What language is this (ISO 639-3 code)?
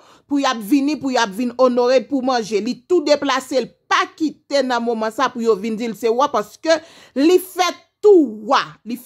hat